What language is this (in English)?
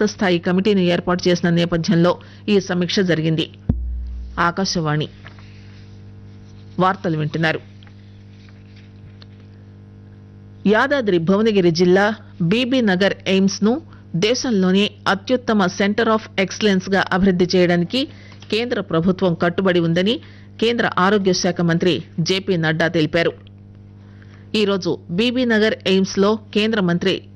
Telugu